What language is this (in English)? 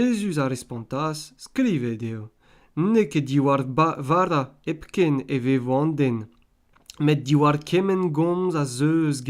Breton